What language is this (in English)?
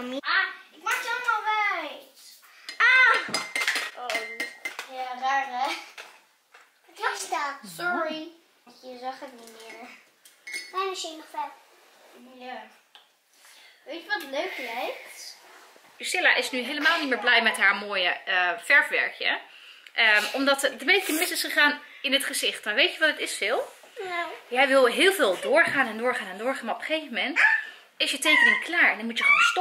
Dutch